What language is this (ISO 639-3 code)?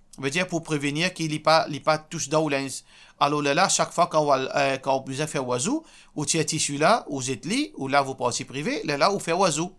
mfe